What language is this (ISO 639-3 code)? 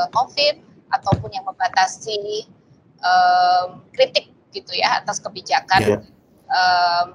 ind